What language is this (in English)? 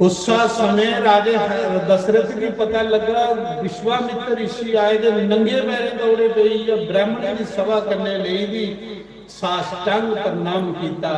Dogri